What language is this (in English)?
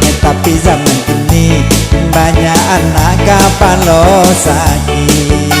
Minangkabau